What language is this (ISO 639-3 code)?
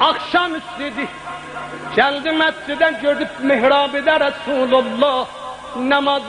azb